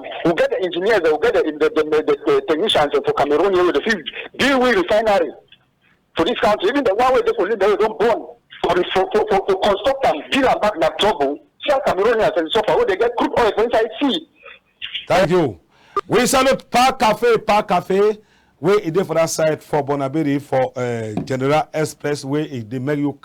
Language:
Cameroon Pidgin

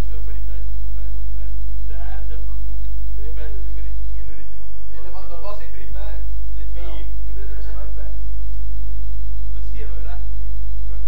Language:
Afrikaans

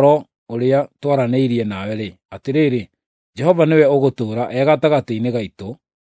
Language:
Kikuyu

